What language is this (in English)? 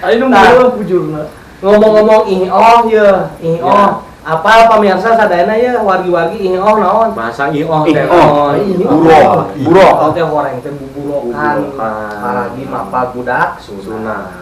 Sundanese